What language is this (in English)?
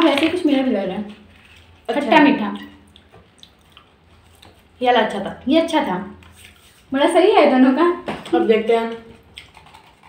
Hindi